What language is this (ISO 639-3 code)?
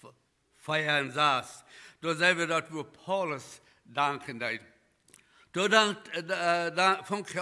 pdt